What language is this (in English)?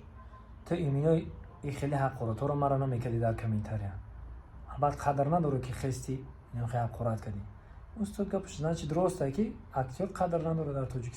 Tajik